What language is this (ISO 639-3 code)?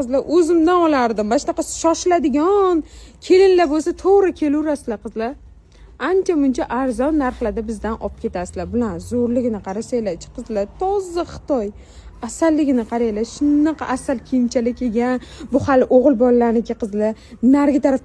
uzb